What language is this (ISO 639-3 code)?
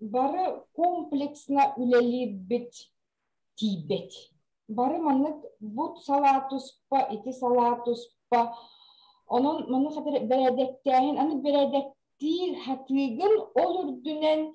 sah